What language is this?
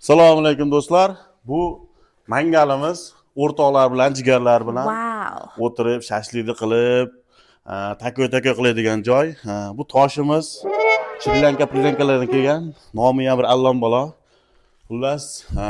Uzbek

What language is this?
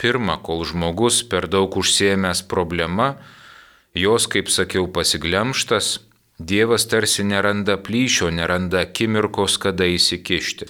Lithuanian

